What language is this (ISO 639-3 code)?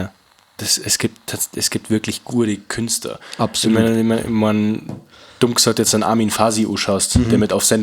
bar